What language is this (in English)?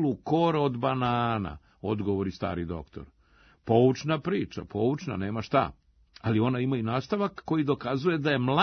Serbian